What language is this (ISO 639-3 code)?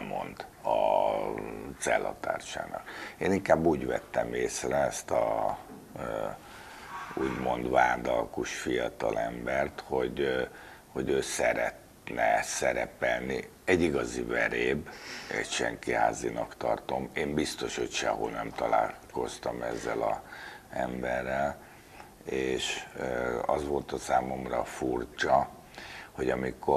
hun